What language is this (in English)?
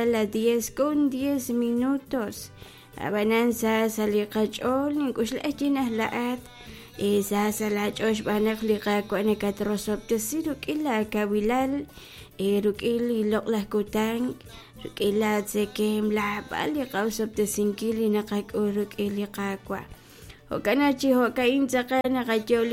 Kekchí